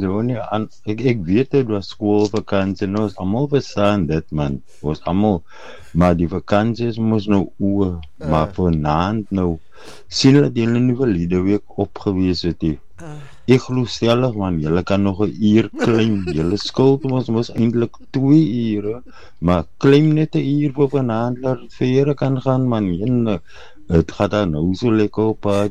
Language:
Afrikaans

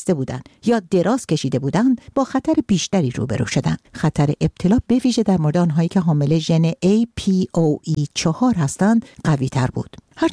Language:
Persian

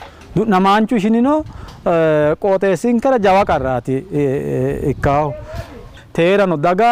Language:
Sidamo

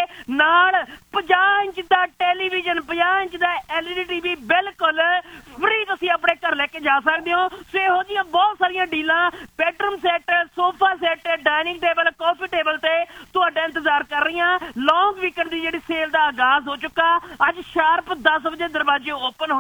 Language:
Punjabi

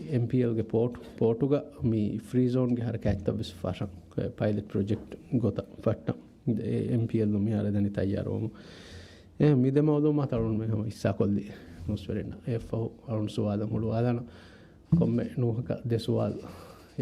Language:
Divehi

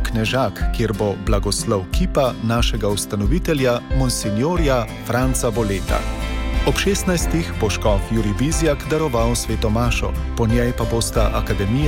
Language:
Slovenian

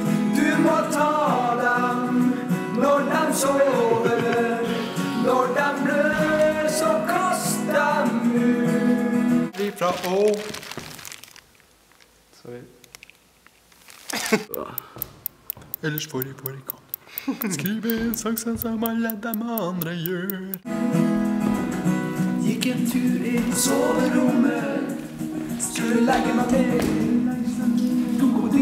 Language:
Norwegian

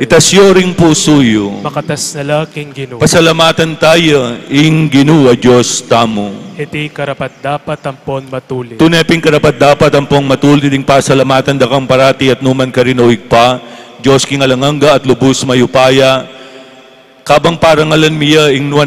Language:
Pampanga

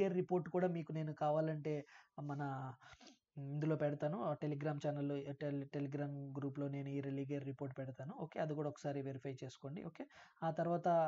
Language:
Telugu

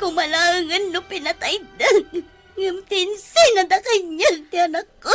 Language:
Iloko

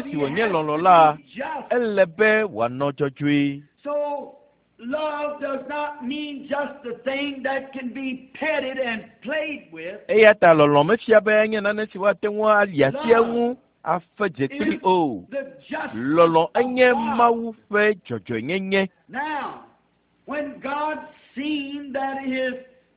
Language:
Ewe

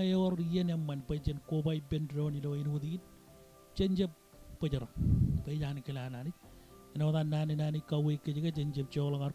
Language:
Marshallese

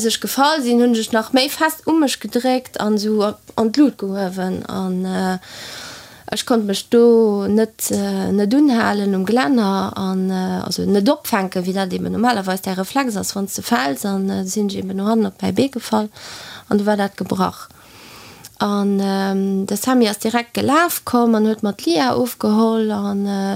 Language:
Luxembourgish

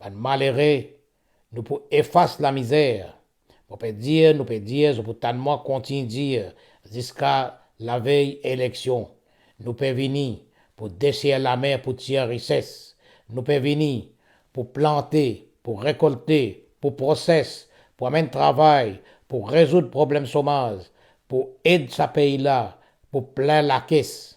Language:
Morisyen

